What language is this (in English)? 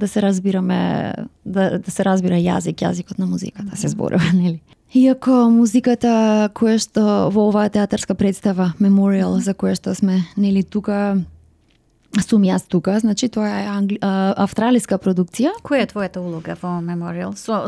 Macedonian